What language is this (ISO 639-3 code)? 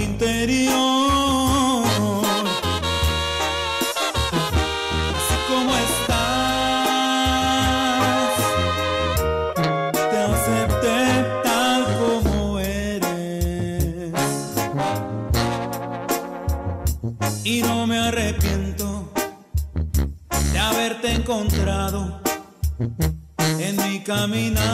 spa